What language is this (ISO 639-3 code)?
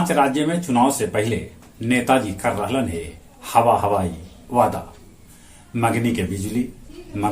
mag